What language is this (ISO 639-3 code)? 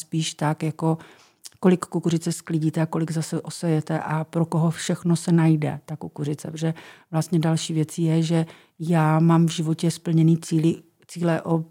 ces